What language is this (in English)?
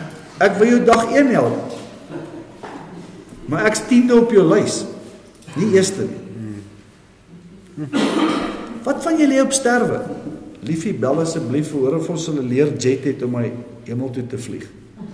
Afrikaans